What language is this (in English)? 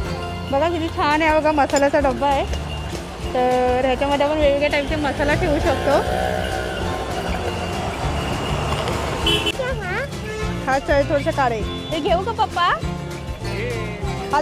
Marathi